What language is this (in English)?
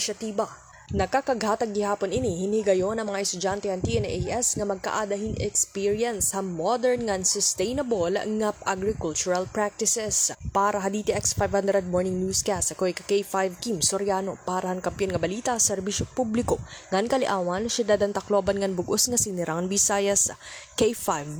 Waray